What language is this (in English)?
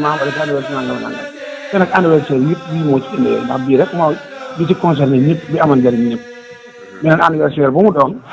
Wolof